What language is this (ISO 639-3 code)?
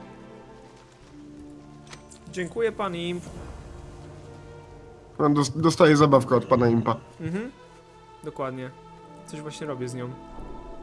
pol